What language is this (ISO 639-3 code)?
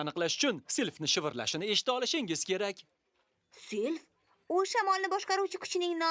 uzb